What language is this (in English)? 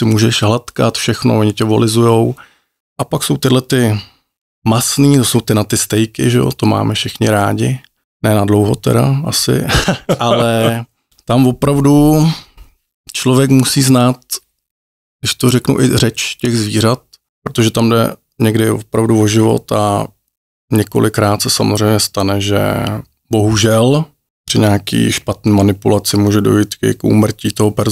Czech